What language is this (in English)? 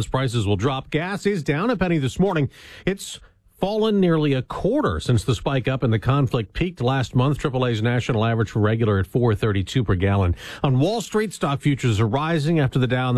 English